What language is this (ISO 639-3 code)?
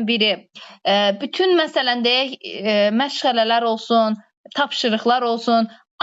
aze